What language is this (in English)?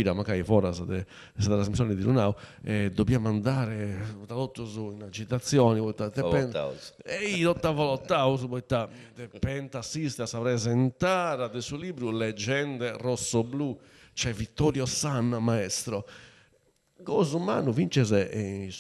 Sardinian